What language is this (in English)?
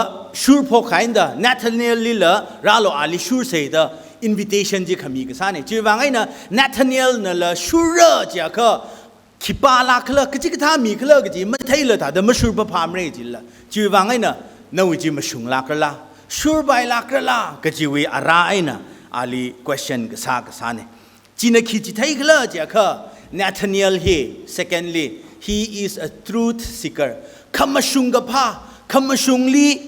Tangkhul Naga (India)